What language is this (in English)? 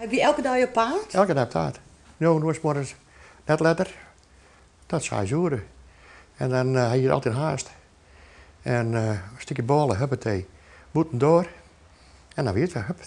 Western Frisian